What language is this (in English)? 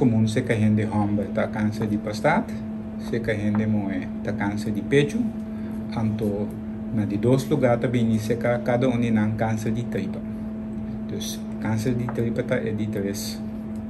Papiamento